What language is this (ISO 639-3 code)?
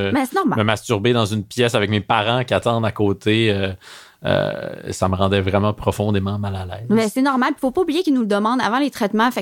fra